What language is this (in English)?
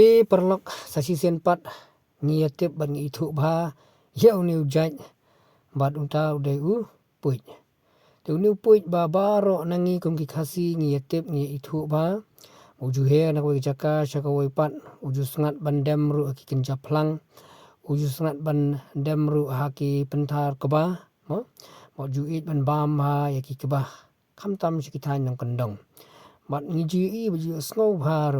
Khasi